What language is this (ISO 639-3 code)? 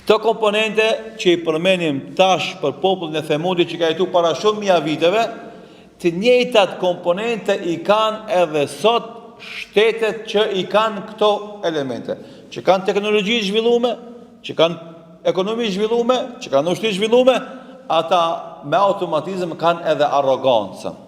sqi